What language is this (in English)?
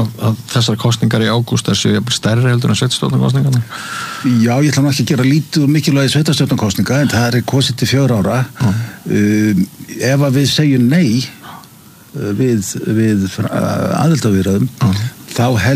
Icelandic